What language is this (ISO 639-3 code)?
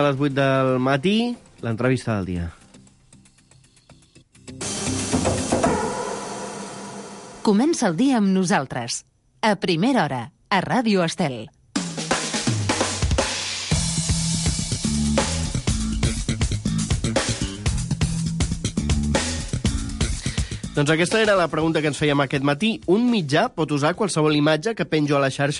cat